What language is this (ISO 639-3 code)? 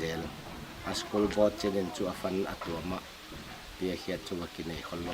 pck